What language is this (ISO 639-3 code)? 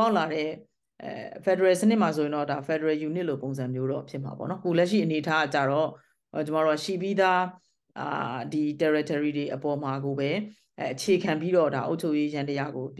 mya